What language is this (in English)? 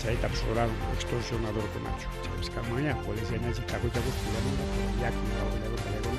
Ayacucho Quechua